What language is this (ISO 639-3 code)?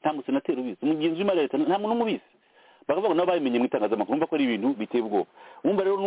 kin